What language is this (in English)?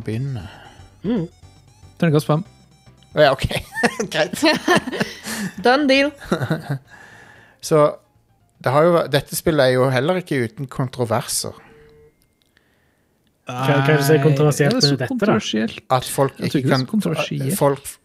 Norwegian